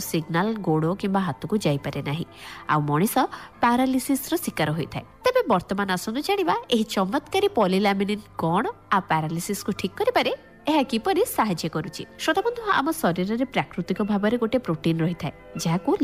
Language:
Odia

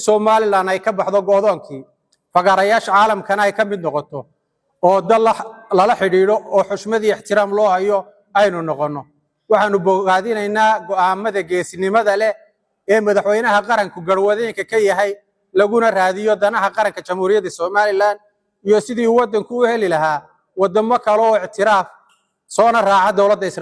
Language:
Somali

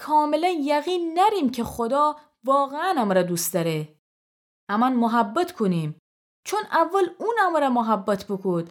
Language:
Gilaki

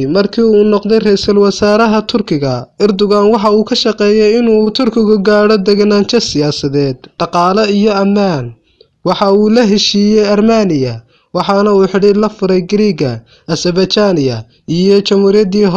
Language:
Somali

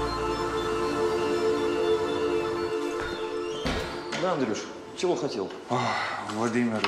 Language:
Russian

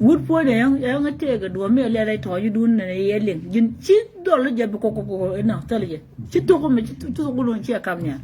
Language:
Nuer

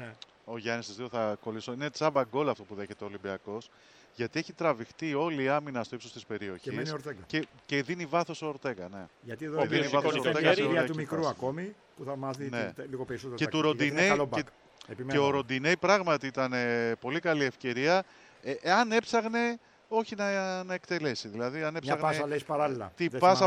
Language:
Greek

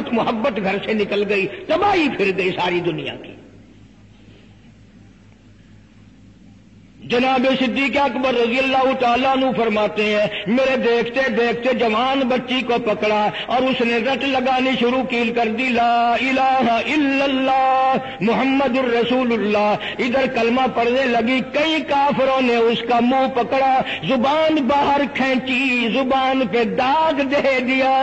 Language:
Urdu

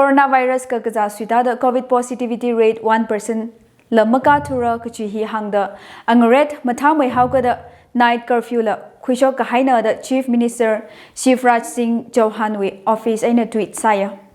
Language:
Tangkhul Naga (India)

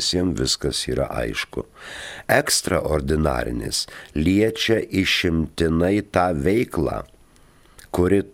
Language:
Lithuanian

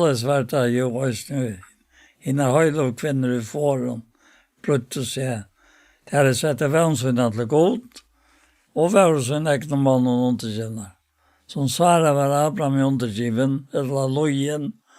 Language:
Faroese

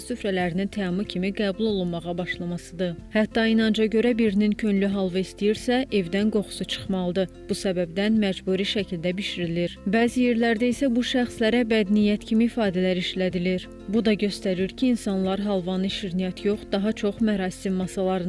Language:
Azerbaijani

